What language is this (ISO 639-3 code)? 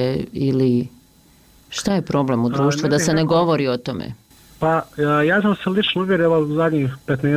bos